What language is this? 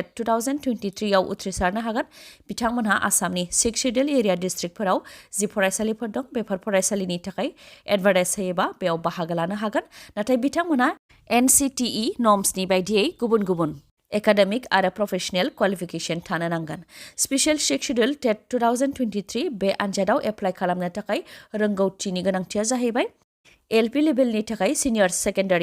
Bodo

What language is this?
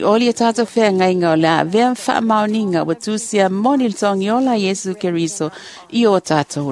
Samoan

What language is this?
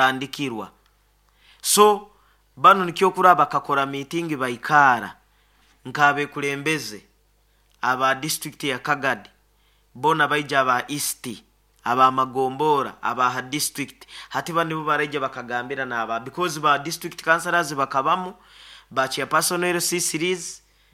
Nyoro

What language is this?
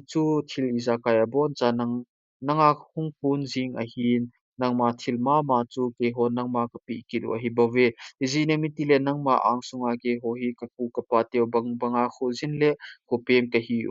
Thado Chin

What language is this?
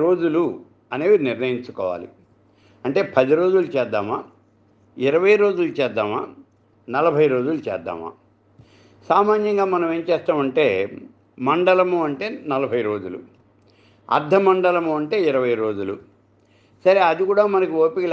Telugu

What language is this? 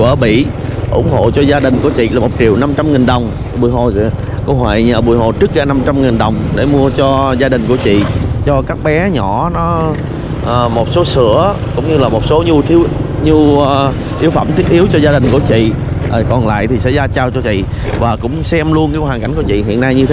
Vietnamese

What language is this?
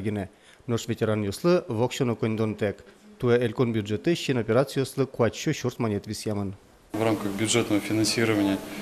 Udmurt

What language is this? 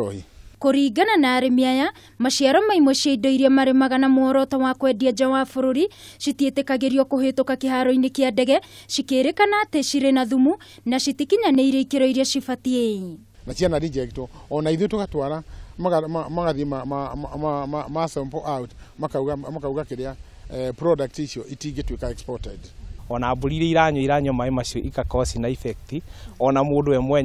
Kikuyu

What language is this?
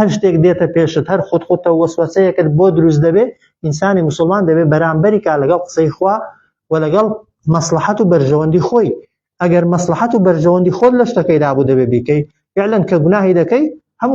Central Kurdish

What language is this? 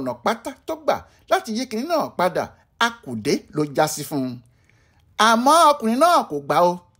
Yoruba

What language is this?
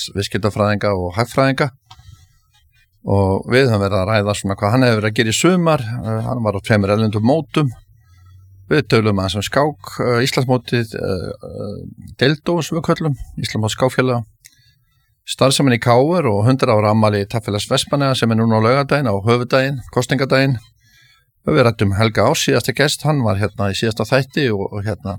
Icelandic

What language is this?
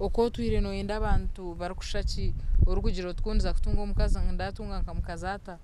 Nyankole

